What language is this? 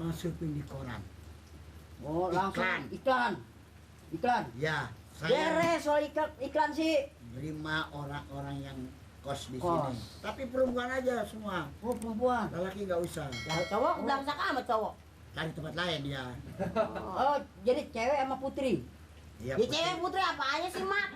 Betawi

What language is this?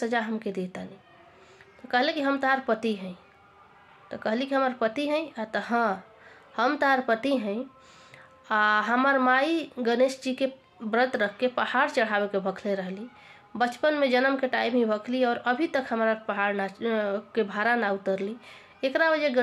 Bhojpuri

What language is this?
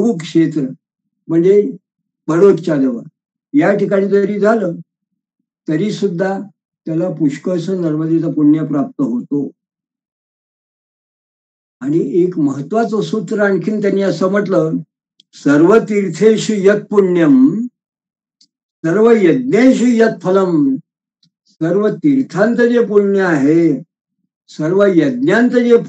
Marathi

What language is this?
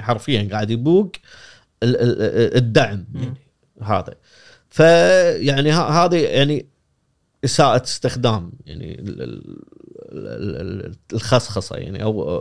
Gulf Arabic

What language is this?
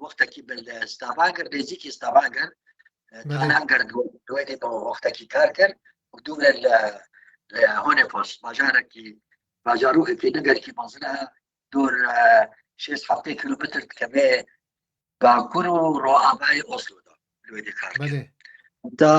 Kurdish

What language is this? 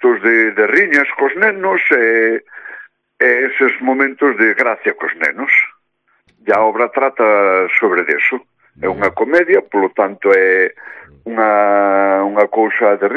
Galician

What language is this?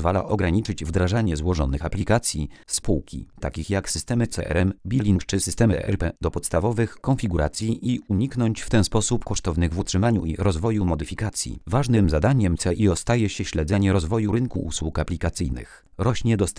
Polish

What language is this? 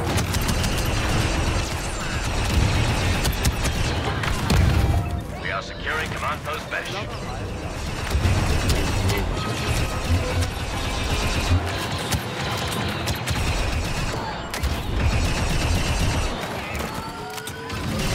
English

